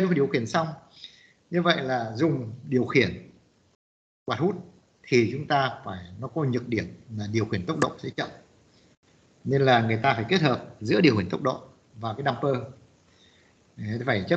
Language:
Vietnamese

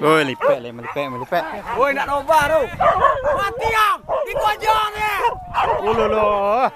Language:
Minangkabau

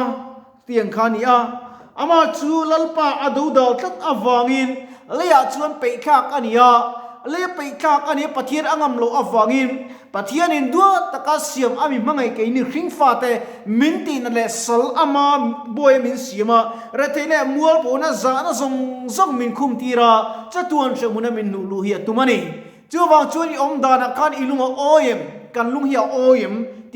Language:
Mizo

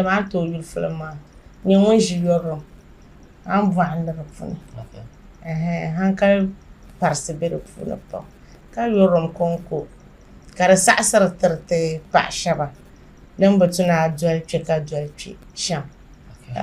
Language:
Dagbani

